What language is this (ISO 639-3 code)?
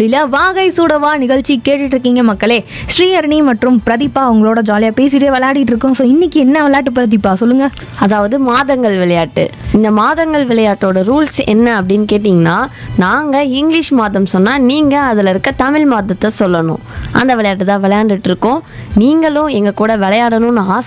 tam